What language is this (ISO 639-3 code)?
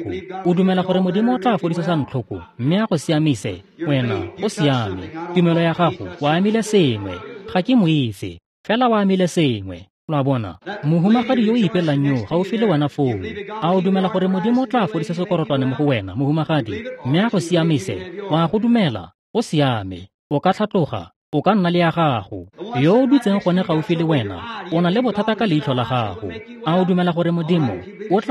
tsn